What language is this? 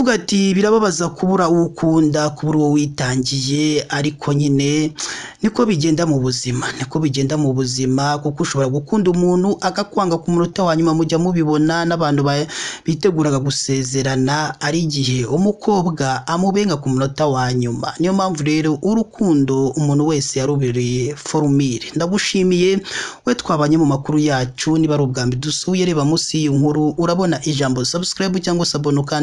Kinyarwanda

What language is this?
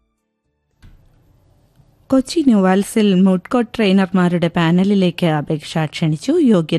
Malayalam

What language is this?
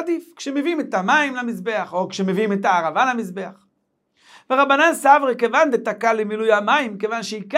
Hebrew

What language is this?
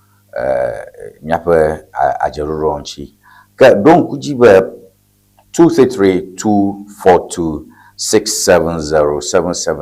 Ewe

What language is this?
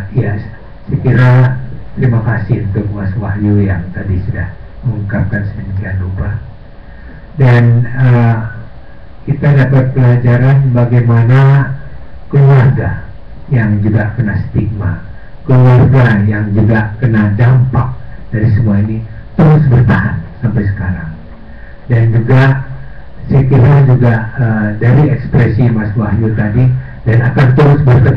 Indonesian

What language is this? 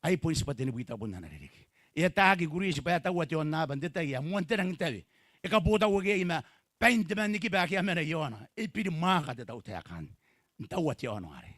Gilbertese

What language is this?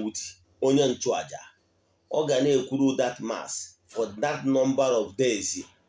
Igbo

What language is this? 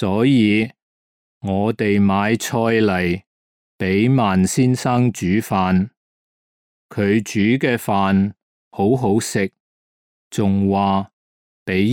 Cantonese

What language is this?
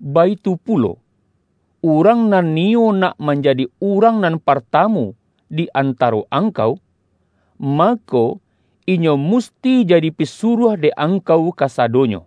Minangkabau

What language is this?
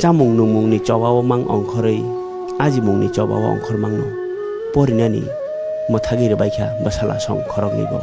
Kok Borok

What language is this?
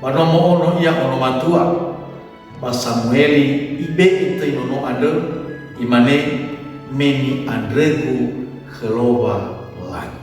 Nias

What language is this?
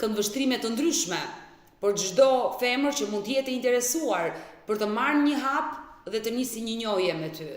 Albanian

